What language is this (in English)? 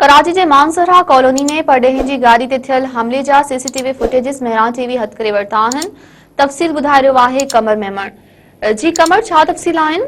Sindhi